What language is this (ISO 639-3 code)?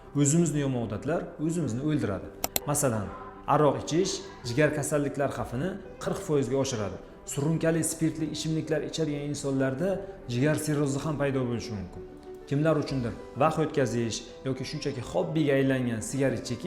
uzb